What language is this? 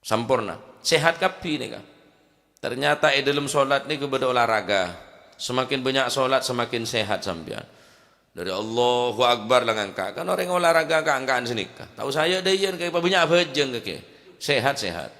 Madurese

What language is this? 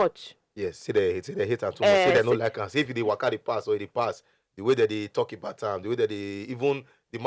Nigerian Pidgin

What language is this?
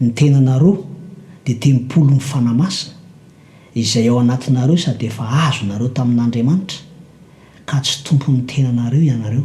Malagasy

